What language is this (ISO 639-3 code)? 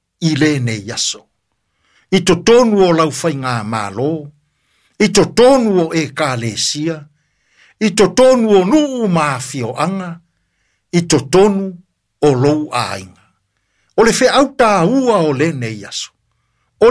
smo